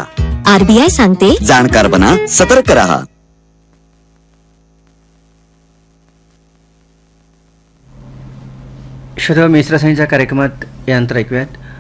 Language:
Marathi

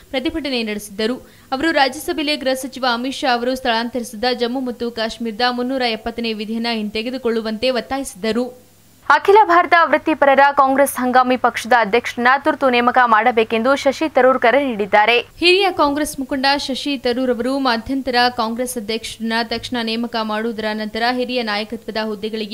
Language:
Kannada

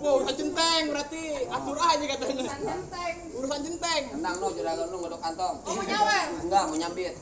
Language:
Betawi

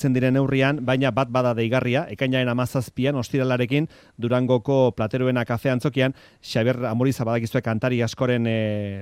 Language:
Basque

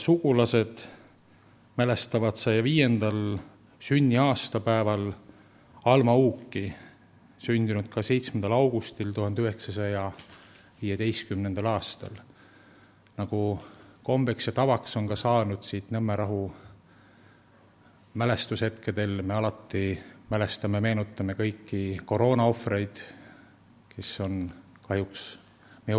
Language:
Estonian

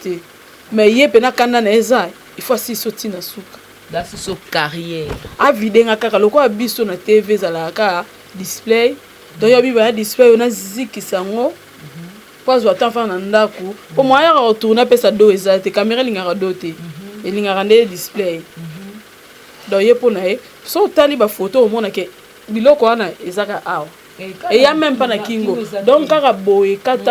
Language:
Lingala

